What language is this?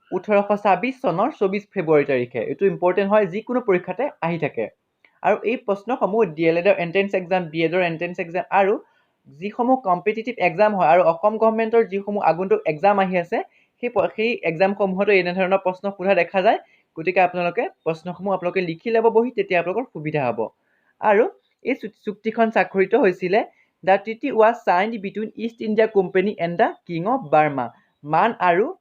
Assamese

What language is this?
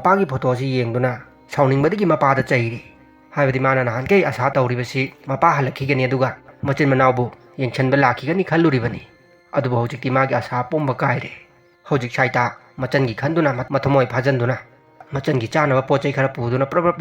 Manipuri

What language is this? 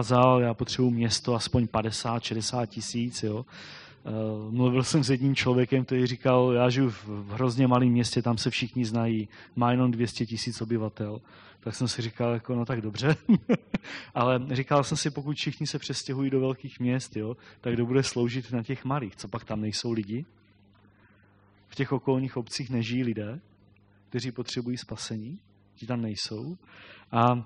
Czech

